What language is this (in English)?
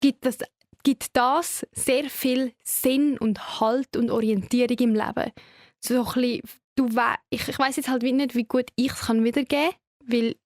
Swiss German